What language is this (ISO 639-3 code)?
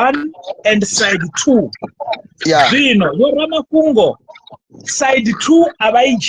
ven